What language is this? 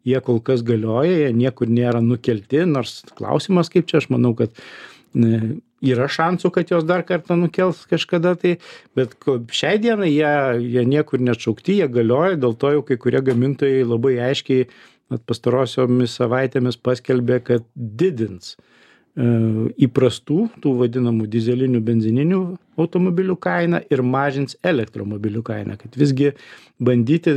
Lithuanian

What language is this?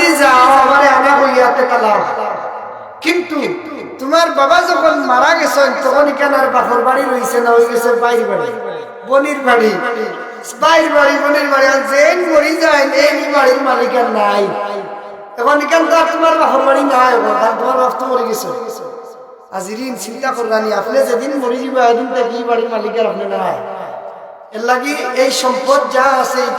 Sylheti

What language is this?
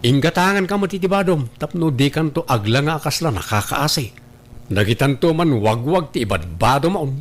Iloko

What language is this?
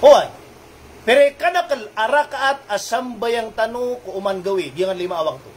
Maranao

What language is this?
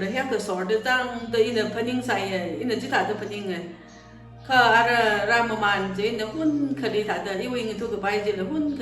Tangkhul Naga (India)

